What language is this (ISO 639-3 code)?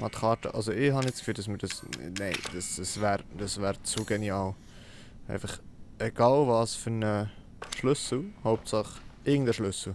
gsw